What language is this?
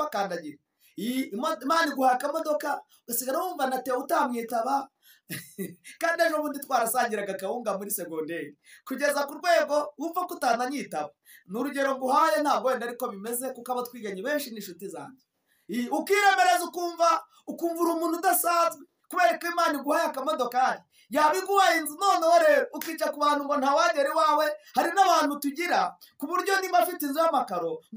Kinyarwanda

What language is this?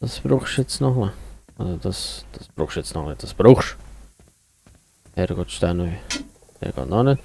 Swiss German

